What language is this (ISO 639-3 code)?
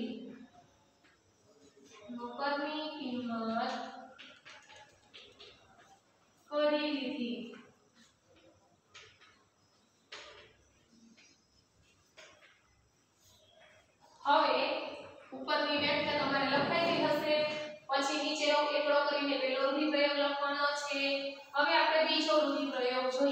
guj